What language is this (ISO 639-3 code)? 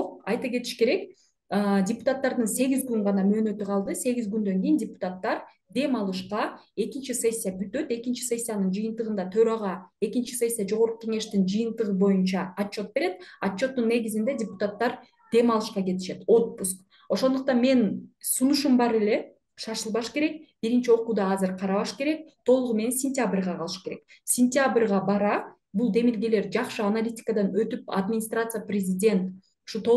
kir